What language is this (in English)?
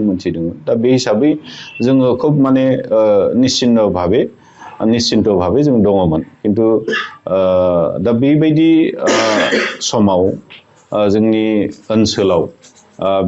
Bodo